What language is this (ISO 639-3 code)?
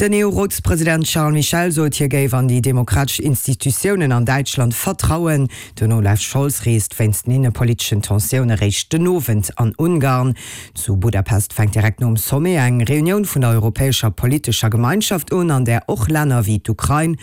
ltz